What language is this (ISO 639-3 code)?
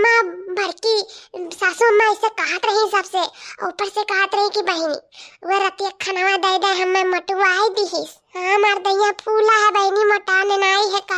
awa